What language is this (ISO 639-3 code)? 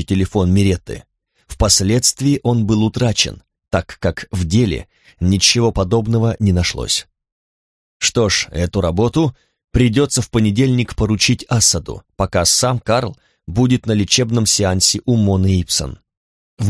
rus